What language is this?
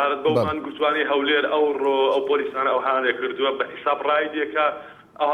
Central Kurdish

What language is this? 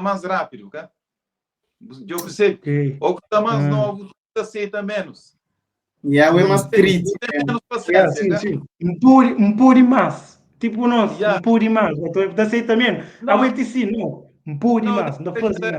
Kabuverdianu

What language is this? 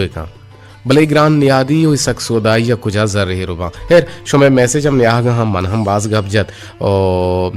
Eastern Balochi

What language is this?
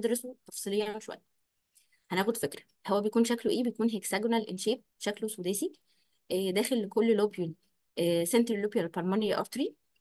Egyptian Arabic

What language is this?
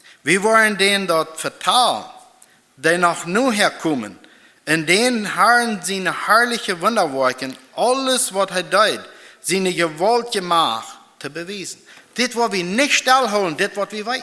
Plautdietsch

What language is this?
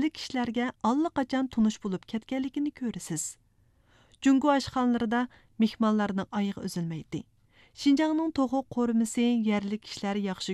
Uyghur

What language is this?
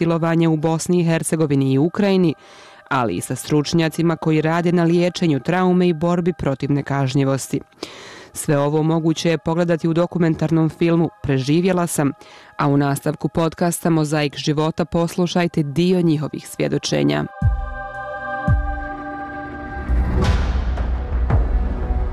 Bosnian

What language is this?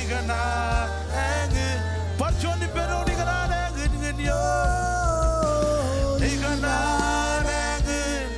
Marshallese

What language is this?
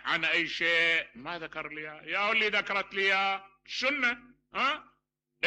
Mesopotamian Arabic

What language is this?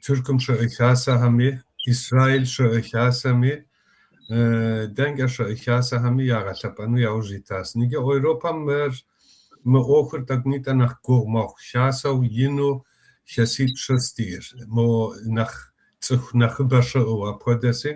Kabardian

